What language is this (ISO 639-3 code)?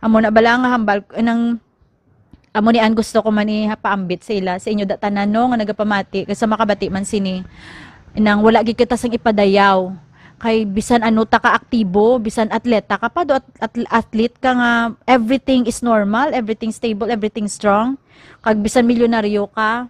hil